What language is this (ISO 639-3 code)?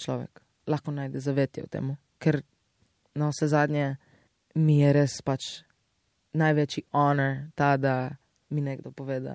slv